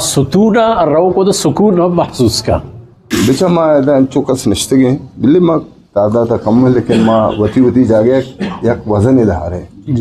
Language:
Eastern Balochi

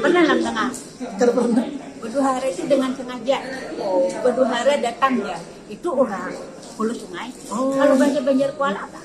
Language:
Banjar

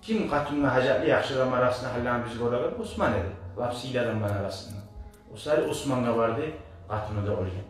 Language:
Kumyk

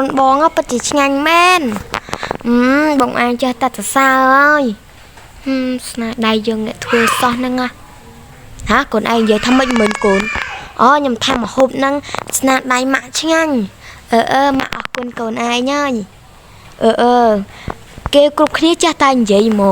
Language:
Khmer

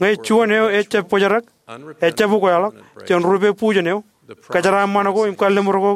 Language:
Marshallese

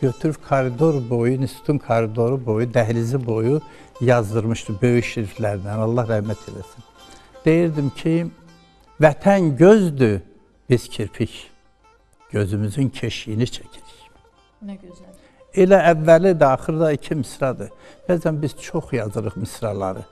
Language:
Azerbaijani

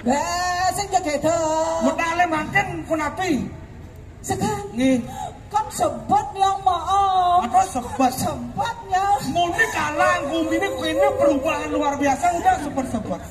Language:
Balinese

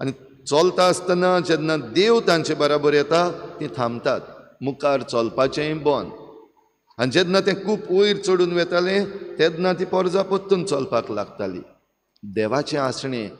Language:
Konkani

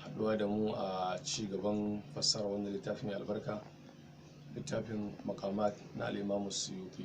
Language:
Hausa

